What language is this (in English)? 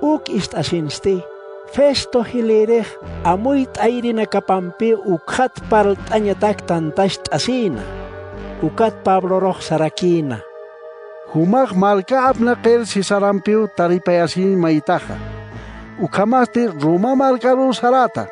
Aymara